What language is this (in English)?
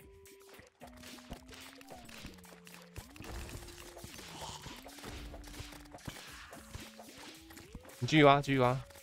Chinese